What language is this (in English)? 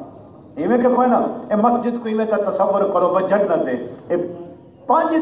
Saraiki